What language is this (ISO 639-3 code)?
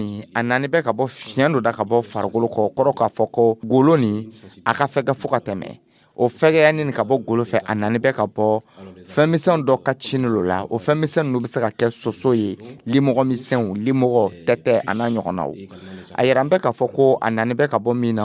dyu